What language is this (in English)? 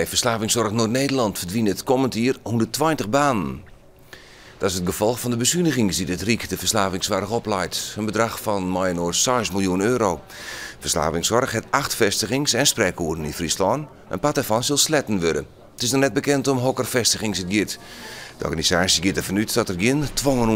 Western Frisian